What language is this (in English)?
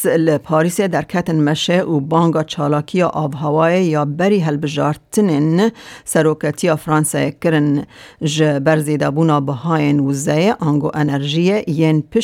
Kurdish